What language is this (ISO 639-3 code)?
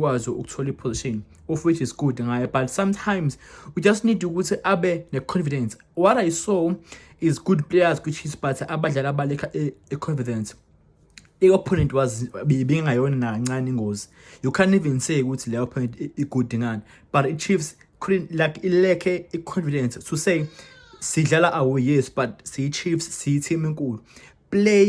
zul